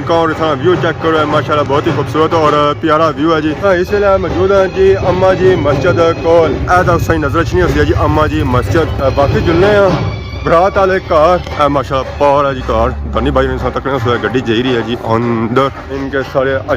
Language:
Pahari-Potwari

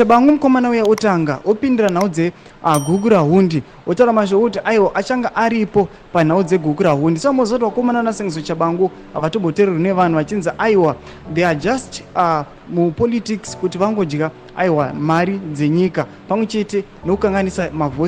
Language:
Shona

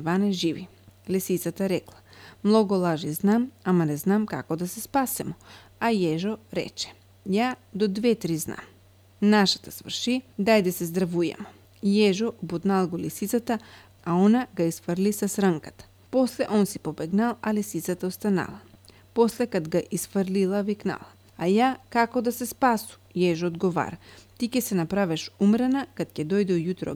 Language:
Macedonian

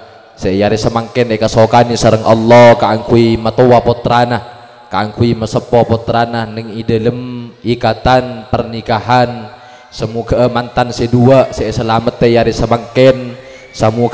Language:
Madurese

